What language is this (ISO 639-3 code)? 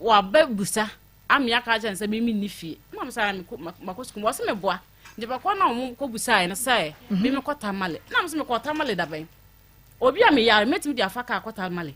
aka